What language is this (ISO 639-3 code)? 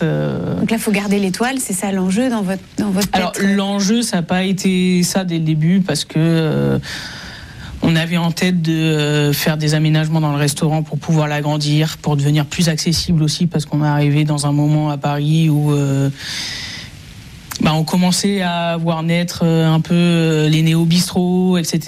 fra